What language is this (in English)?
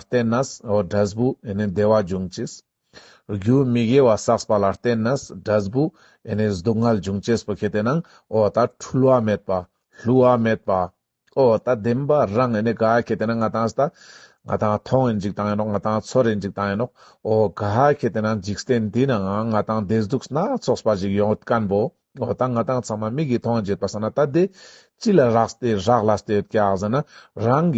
Ladakhi